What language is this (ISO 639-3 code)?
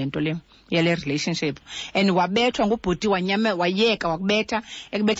xho